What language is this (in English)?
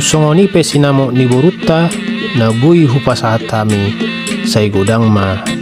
Batak Toba